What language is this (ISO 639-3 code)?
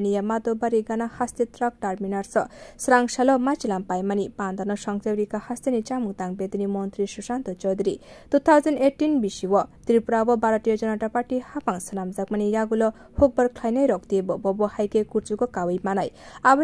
trp